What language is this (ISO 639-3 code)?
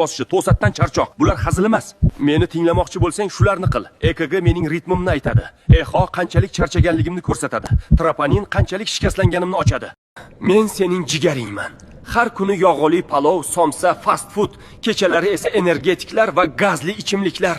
uzb